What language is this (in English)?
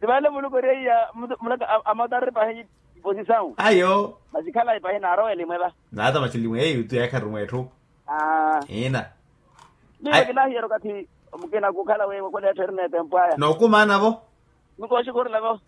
Makhuwa